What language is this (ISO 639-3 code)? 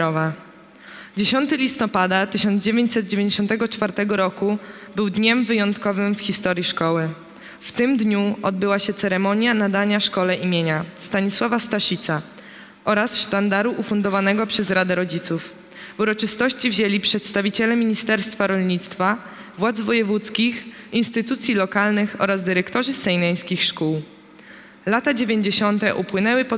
pol